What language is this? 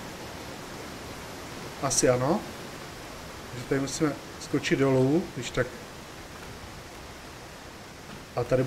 Czech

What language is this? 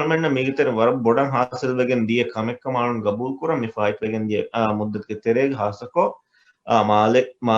Divehi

